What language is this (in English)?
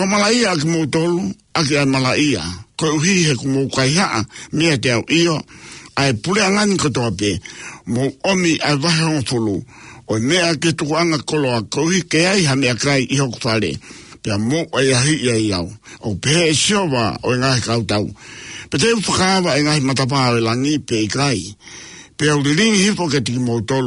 Tongan